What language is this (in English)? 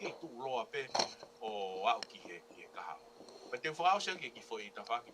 Tongan